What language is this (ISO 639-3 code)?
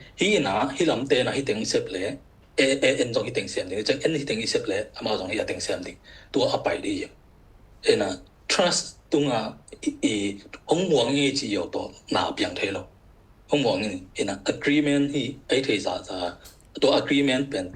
ctd